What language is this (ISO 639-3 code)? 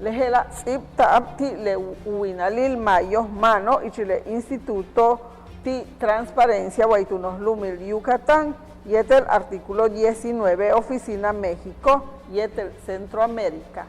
yua